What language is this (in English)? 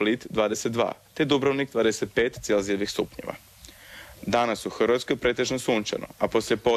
Croatian